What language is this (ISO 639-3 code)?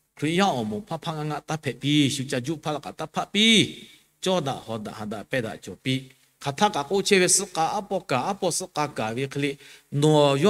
lhu